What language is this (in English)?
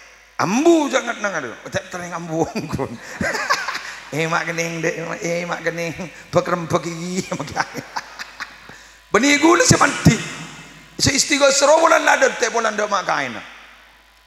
Madurese